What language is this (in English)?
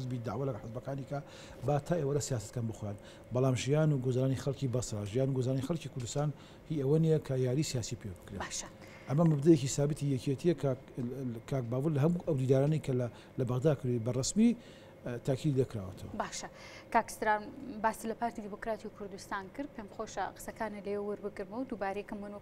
Central Kurdish